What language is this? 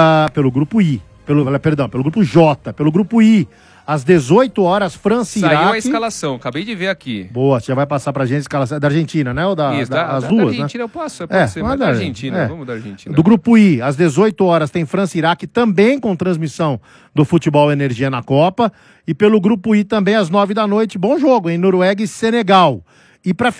Portuguese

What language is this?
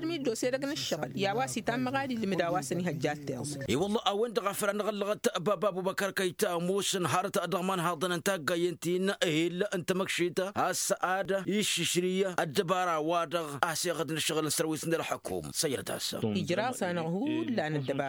Tamasheq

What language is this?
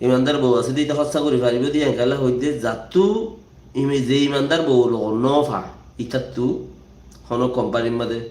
Rohingya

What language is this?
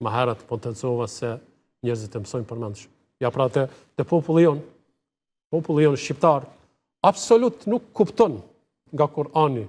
Albanian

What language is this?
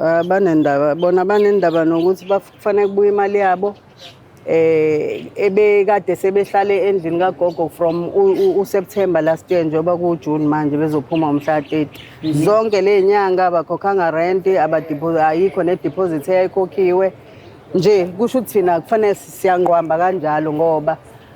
Zulu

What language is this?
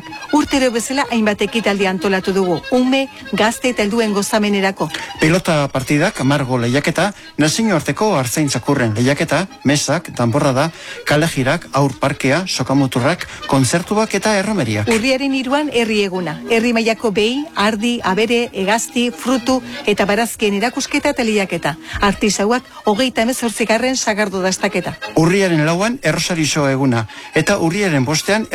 Basque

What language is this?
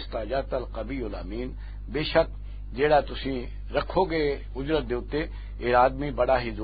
Western Panjabi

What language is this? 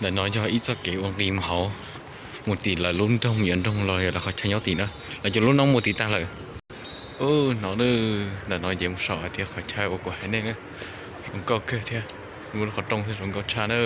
Hmong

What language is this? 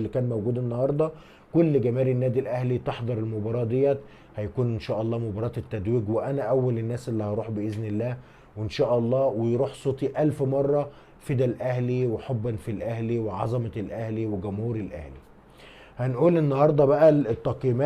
Egyptian Arabic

